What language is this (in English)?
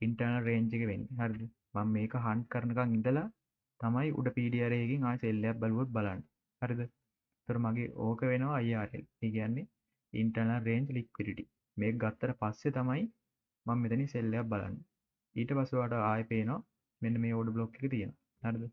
Sinhala